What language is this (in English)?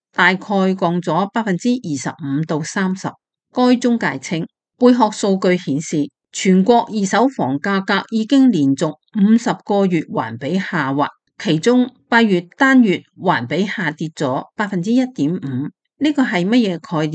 Cantonese